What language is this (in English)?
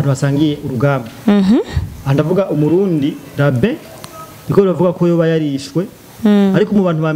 Rundi